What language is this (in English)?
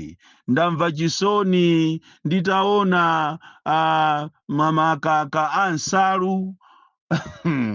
Nyanja